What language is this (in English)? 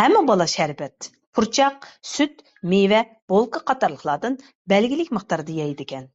Uyghur